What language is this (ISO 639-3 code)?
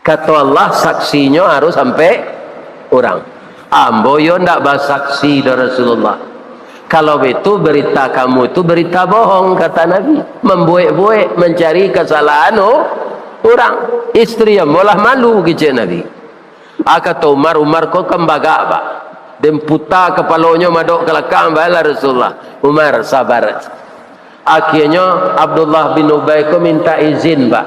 min